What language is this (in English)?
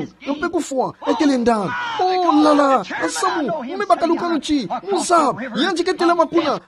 Kituba (Democratic Republic of Congo)